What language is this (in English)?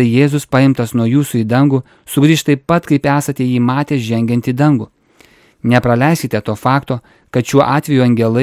Lithuanian